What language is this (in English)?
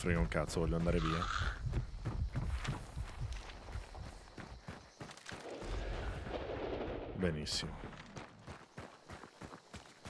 Italian